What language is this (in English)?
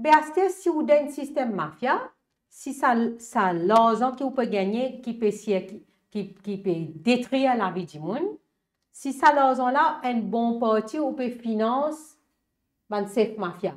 Morisyen